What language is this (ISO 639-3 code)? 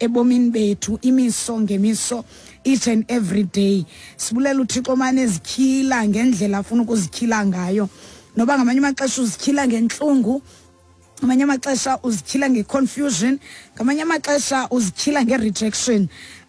xho